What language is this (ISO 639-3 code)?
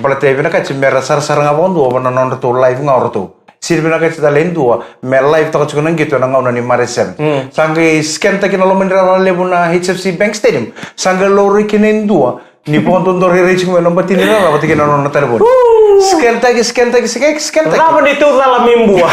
fij